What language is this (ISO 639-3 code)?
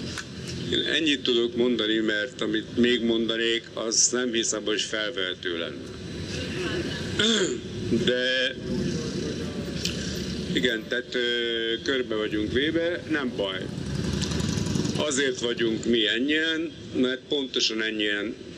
hun